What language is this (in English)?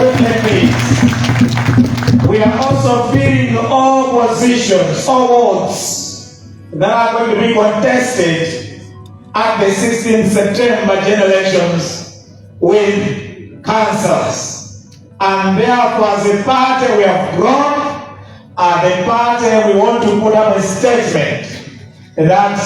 Nyanja